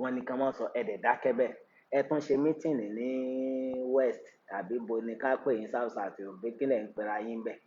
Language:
Yoruba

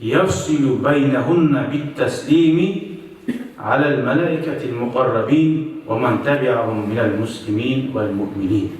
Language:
Kumyk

